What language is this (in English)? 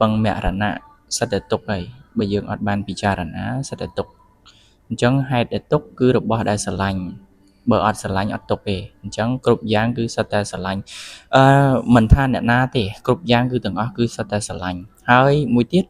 Khmer